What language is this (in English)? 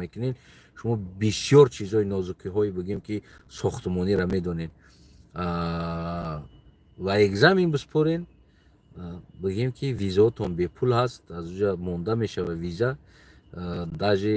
Tajik